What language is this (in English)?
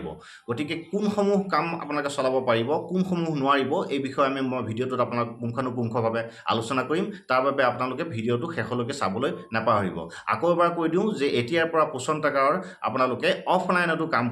Assamese